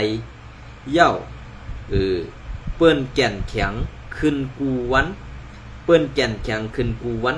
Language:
Shan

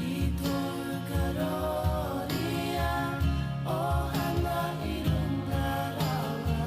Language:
Māori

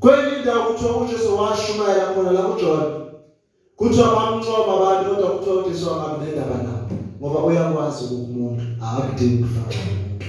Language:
Zulu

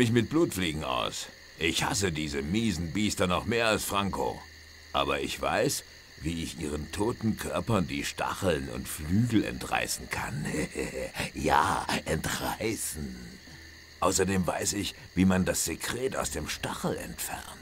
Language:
Bavarian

